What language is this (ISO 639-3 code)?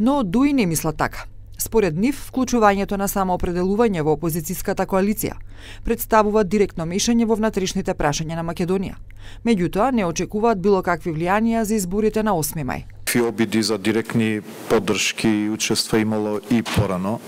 mkd